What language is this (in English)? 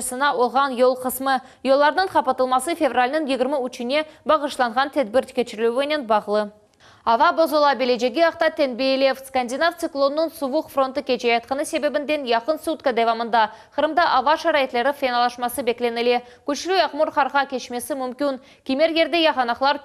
Crimean Tatar